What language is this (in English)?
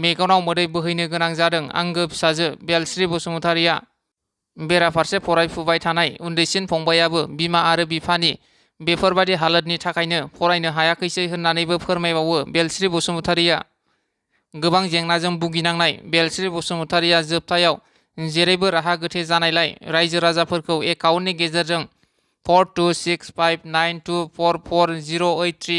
Bodo